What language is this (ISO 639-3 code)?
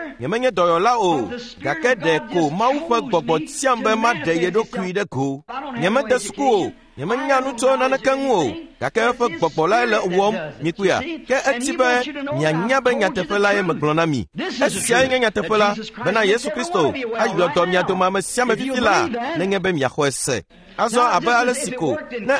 ewe